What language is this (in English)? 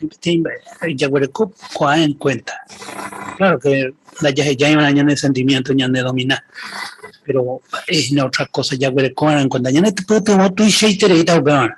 Guarani